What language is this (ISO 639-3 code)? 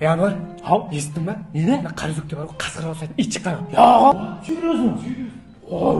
kaa